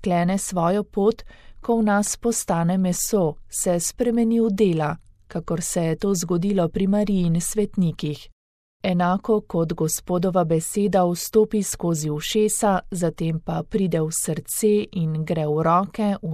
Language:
Slovenian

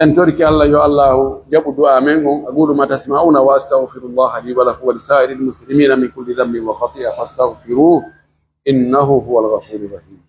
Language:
Pular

